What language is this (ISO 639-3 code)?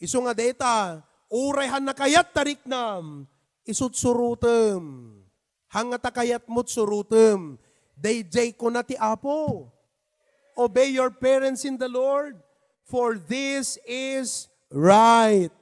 ilo